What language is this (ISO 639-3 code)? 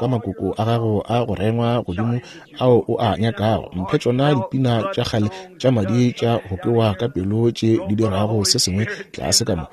nso